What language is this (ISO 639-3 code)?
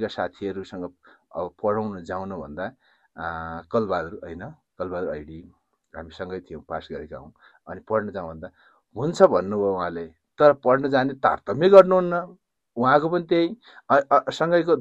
nep